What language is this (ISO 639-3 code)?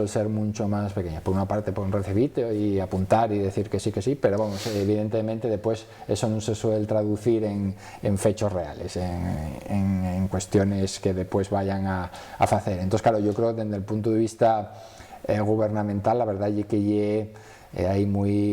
ast